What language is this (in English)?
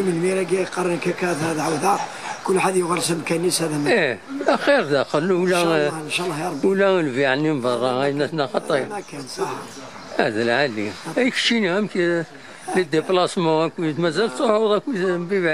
Kabyle